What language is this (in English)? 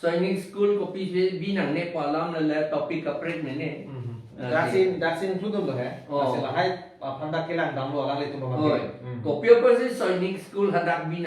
Karbi